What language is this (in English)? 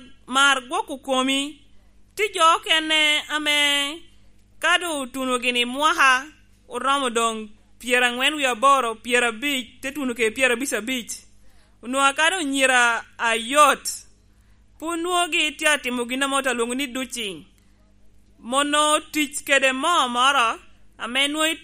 Lango (Uganda)